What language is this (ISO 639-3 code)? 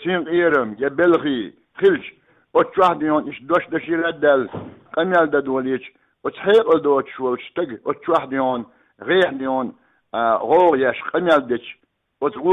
che